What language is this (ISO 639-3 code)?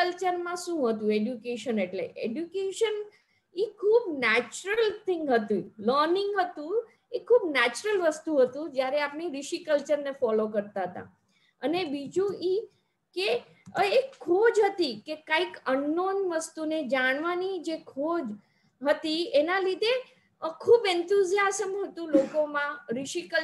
guj